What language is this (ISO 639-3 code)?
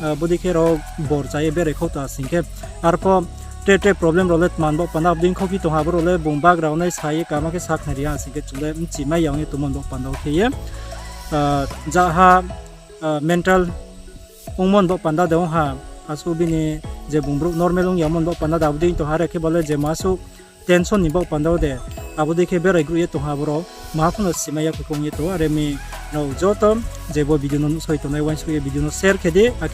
ria